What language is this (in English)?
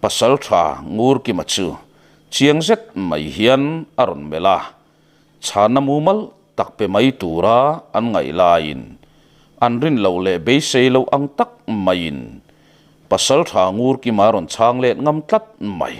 Mizo